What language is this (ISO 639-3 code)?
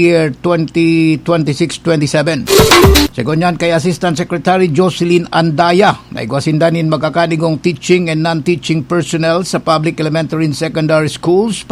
bik